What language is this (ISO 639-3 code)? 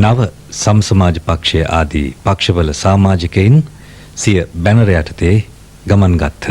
sin